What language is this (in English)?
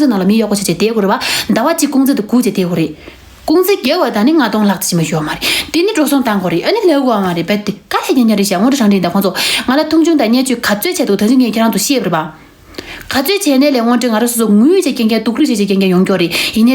Tibetan